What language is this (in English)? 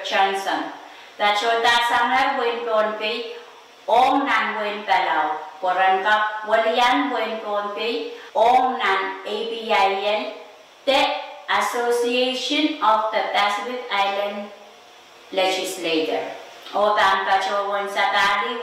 Pohnpeian